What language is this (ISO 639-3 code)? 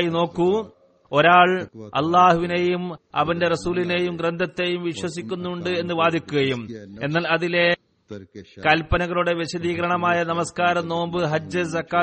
mal